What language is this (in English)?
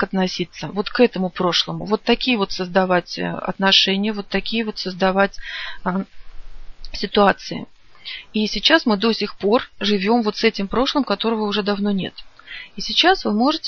Russian